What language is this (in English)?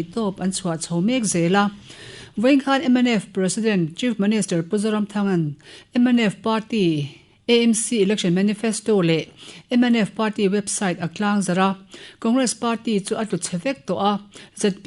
Mizo